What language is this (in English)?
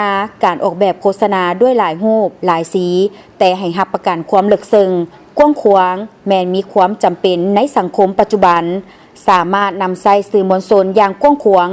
Lao